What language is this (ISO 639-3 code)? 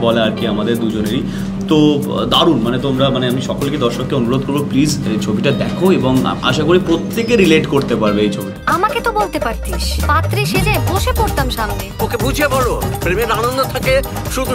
ben